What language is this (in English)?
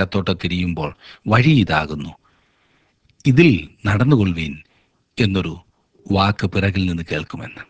Malayalam